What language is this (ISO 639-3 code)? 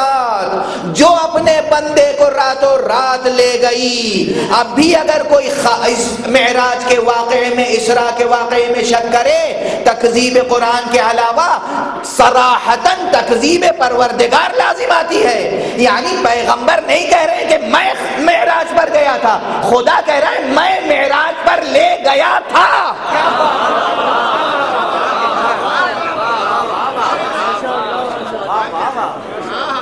urd